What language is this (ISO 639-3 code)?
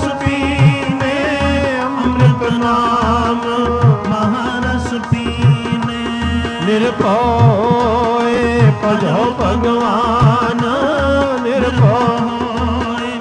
pan